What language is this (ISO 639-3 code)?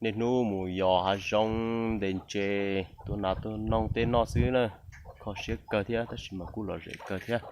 hmn